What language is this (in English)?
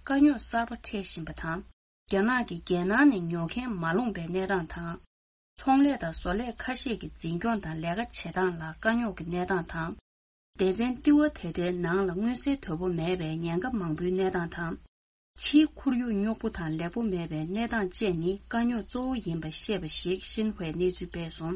Tibetan